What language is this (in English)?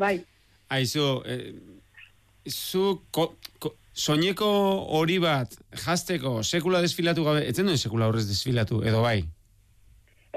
Basque